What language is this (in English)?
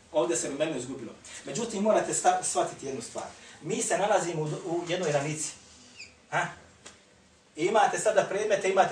Bosnian